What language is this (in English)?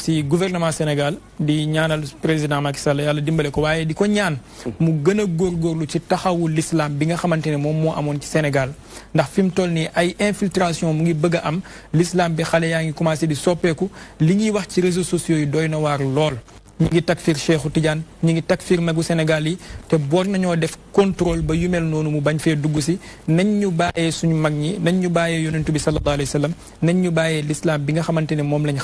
Wolof